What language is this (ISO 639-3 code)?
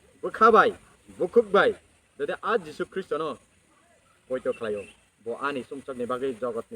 trp